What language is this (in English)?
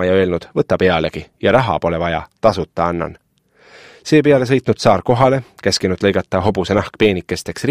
Estonian